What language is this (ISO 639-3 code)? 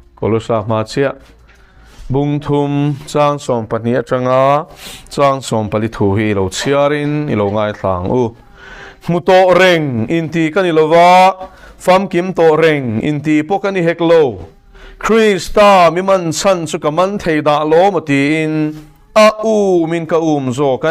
lus